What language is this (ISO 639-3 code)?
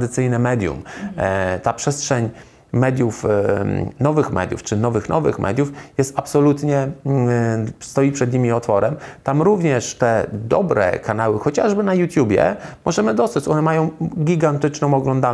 pol